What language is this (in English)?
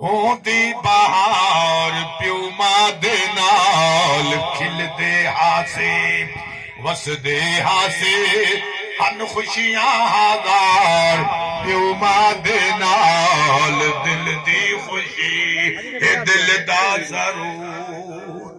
Saraiki